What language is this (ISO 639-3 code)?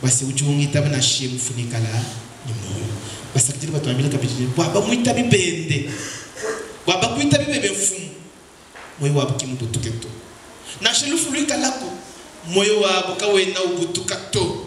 lua